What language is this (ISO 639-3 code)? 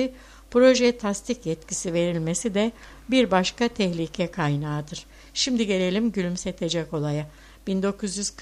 tur